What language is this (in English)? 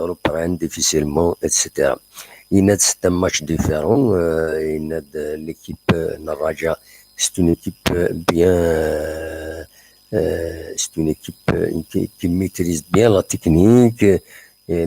Kabyle